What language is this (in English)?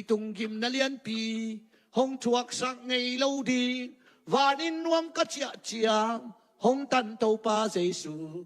Tedim Chin